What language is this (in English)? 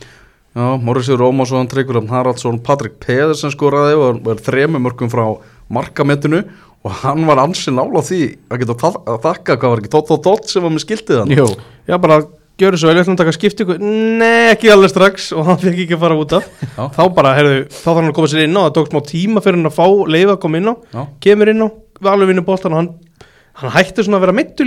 Icelandic